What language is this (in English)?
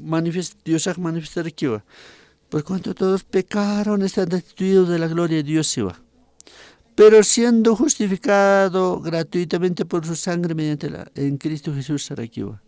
Aymara